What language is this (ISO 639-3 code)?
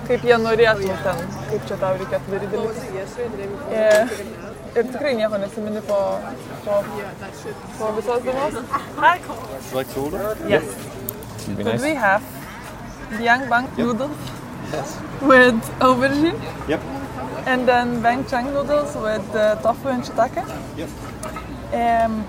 lit